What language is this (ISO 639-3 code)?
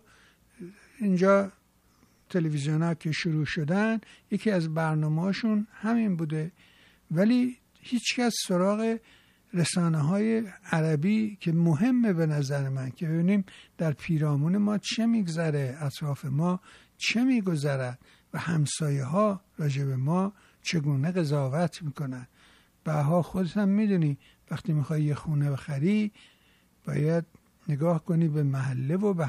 fas